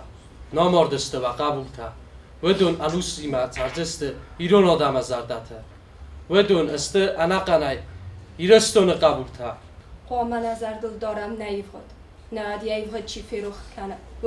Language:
Ossetic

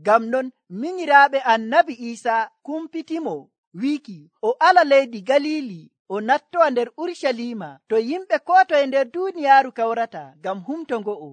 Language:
Nigerian Fulfulde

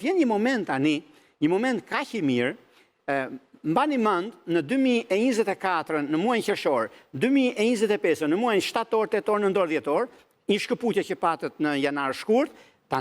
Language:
Albanian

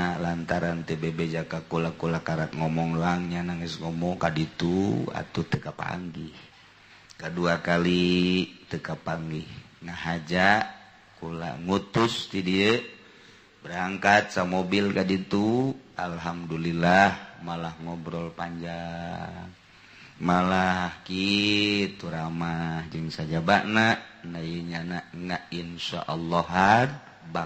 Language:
Sundanese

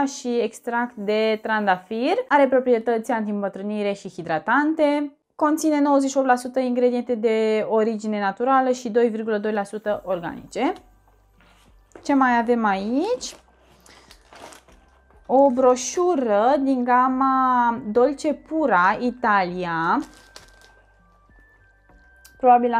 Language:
Romanian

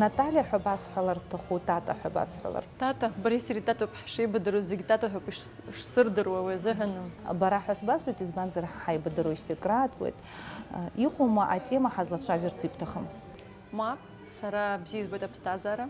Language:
Abkhazian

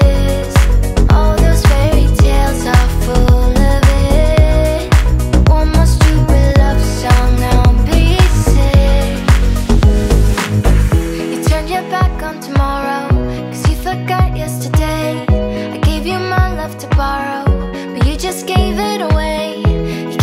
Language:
English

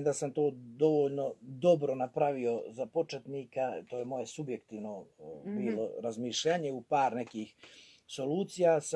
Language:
Croatian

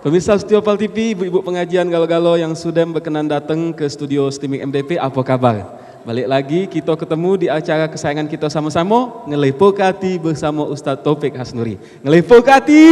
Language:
Musi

